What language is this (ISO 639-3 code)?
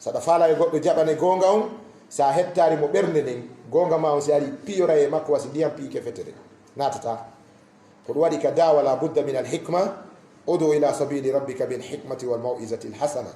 ful